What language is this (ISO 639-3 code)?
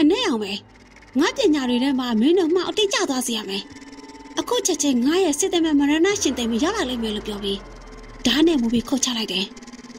mya